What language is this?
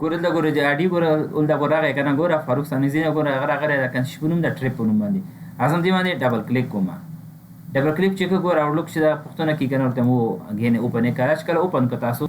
Pashto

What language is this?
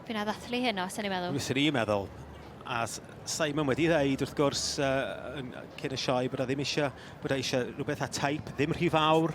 Welsh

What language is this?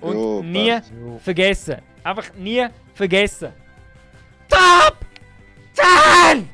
Swiss German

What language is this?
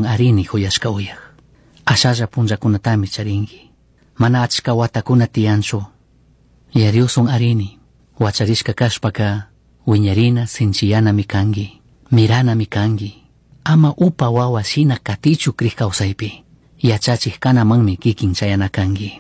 Chimborazo Highland Quichua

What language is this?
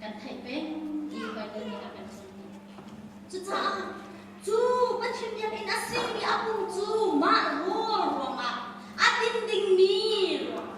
Hakha Chin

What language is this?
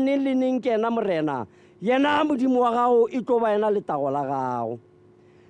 Tswana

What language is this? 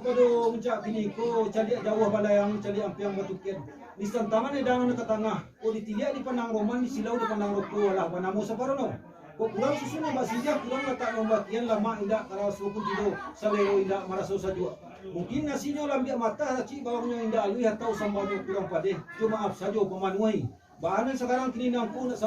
Minangkabau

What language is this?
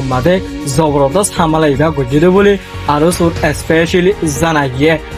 Rohingya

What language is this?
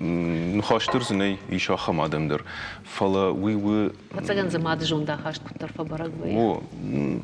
Ossetic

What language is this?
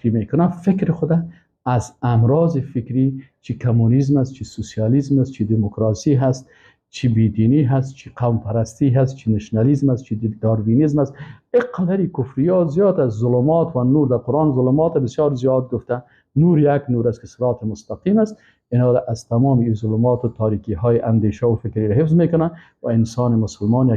Persian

